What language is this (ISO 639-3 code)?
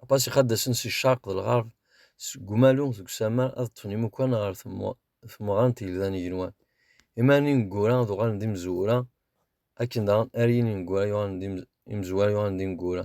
kab